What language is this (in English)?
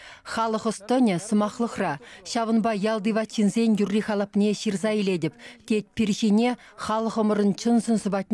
Chuvash